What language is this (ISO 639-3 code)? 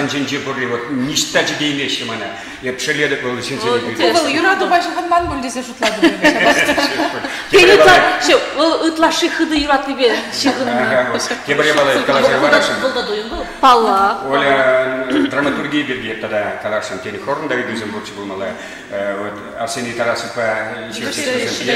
chv